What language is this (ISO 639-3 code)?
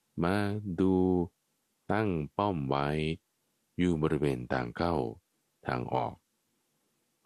tha